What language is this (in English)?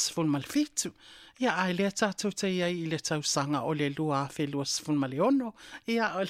Samoan